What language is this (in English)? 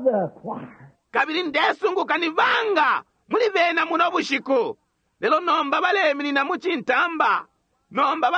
Bemba